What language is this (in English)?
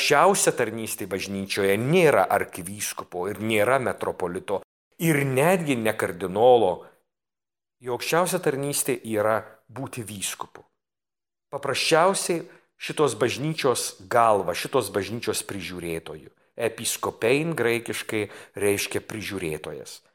Lithuanian